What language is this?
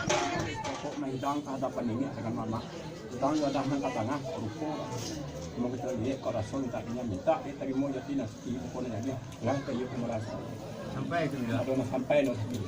Minangkabau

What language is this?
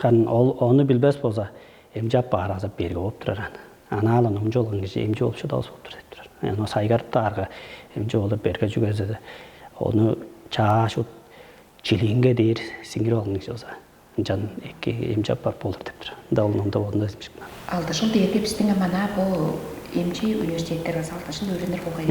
Tuvinian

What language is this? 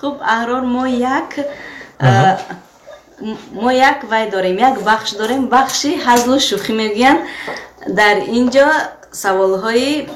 Tajik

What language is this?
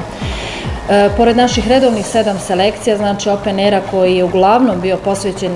Bosnian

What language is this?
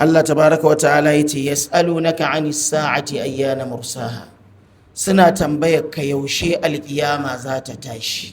Hausa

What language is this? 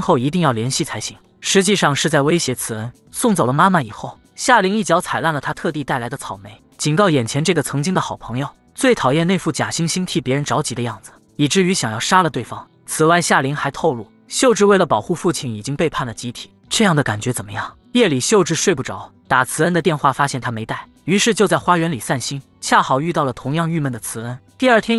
Chinese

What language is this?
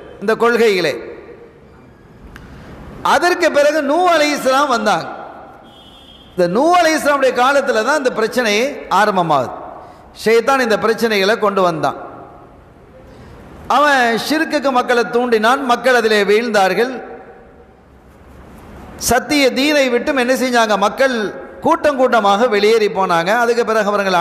Tamil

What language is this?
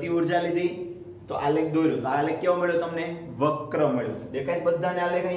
Gujarati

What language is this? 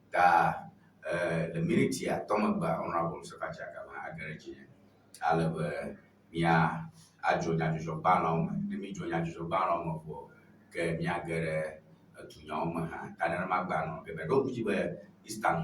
Ewe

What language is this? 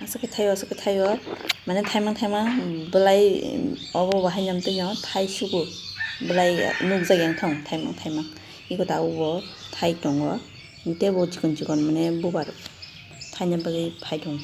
Kok Borok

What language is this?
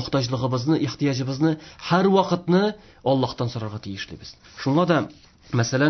Tatar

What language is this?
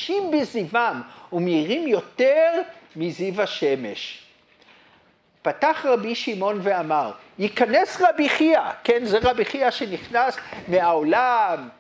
Hebrew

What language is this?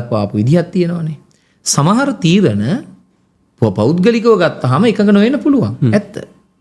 Sinhala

